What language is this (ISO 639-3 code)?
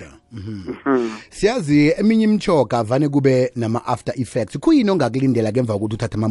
nbl